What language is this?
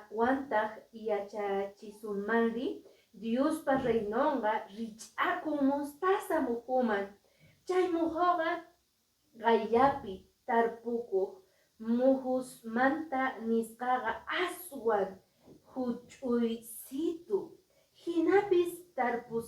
Quechua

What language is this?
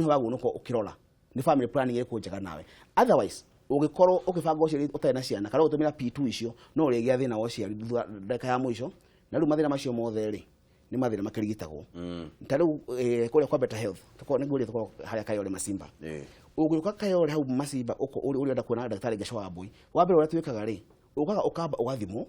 Kikuyu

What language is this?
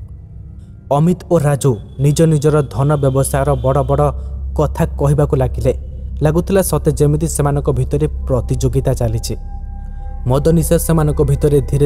Odia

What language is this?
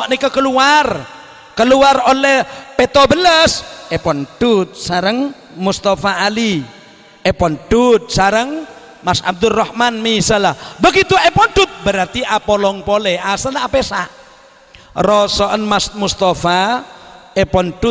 Madurese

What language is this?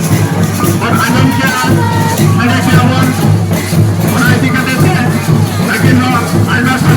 Santali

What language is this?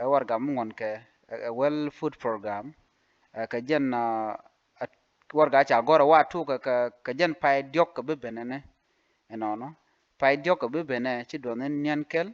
Nuer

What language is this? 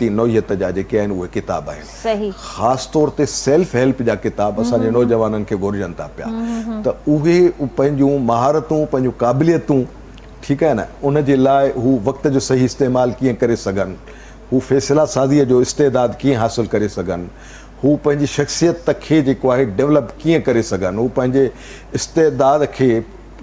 Sindhi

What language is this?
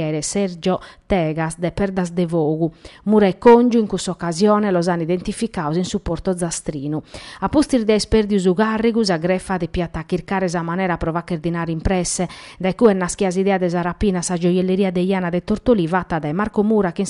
Sardinian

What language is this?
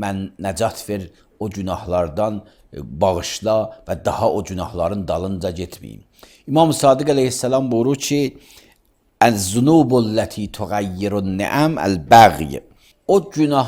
Azerbaijani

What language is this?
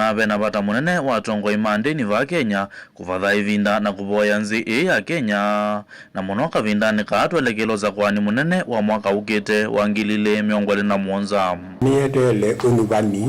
Kamba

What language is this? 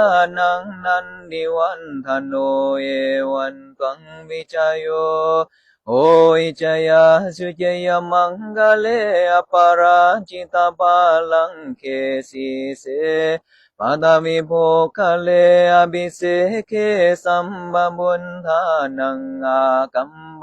Pali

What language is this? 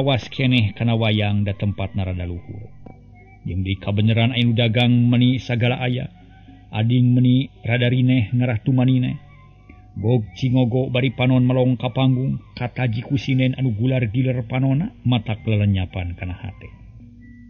Sundanese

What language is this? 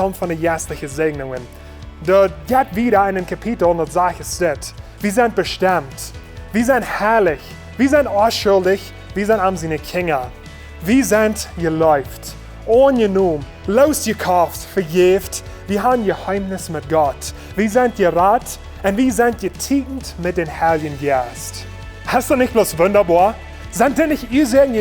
Plautdietsch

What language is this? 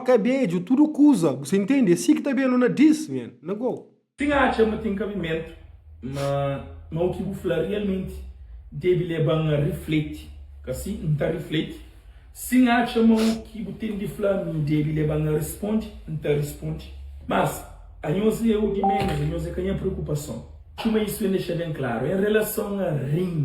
Kabuverdianu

